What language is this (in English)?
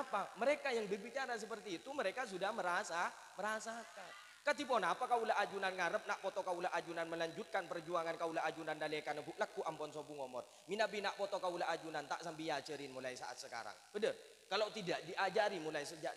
Madurese